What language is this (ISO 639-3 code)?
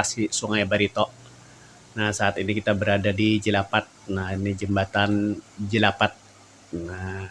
bjn